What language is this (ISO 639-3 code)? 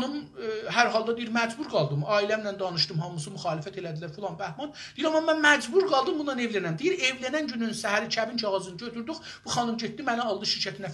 azb